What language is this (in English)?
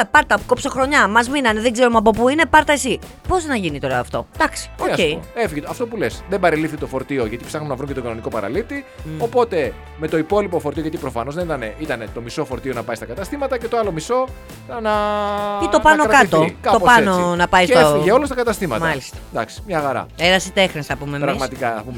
Greek